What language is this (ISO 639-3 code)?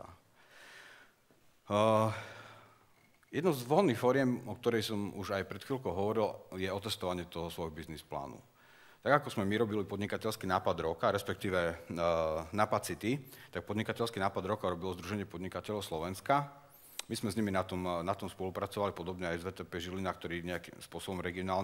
slk